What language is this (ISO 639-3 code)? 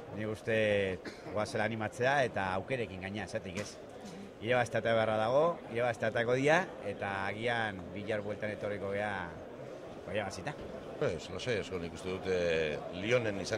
eus